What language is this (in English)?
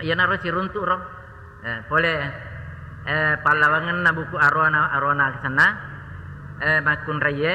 Buginese